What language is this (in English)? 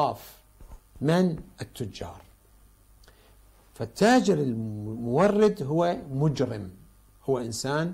Arabic